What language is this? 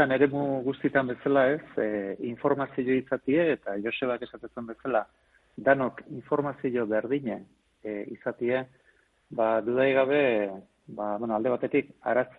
Basque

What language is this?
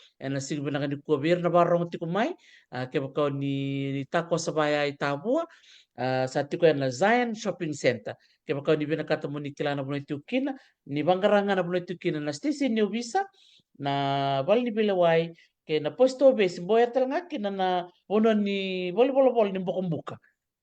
Fijian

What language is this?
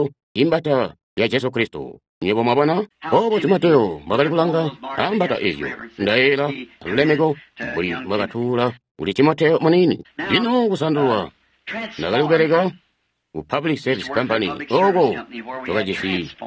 Tonga (Zambia)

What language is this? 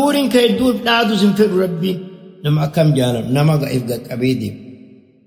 Oromo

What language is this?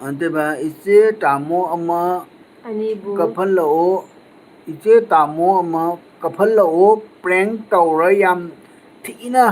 Manipuri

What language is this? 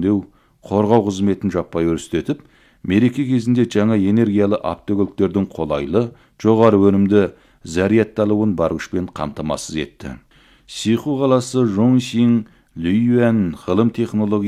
Kazakh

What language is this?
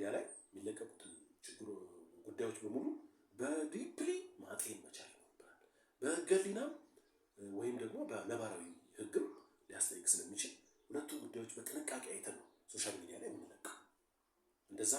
Amharic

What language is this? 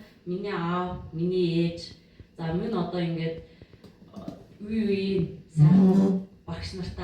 Mongolian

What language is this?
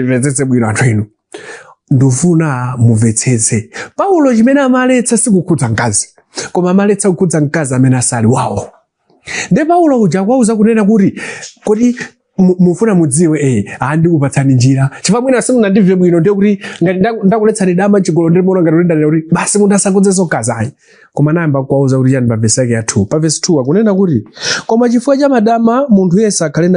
Nyanja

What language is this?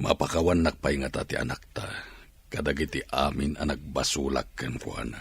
Iloko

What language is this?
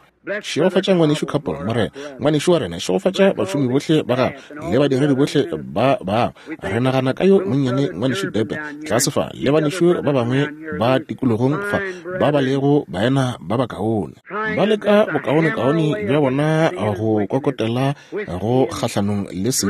Northern Sotho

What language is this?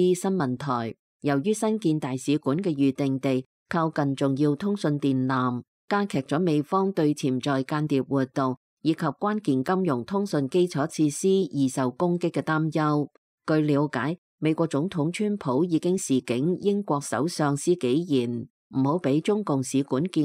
Cantonese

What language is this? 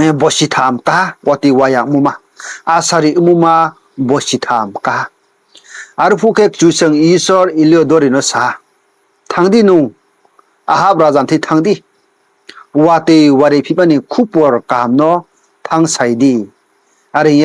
Riang (India)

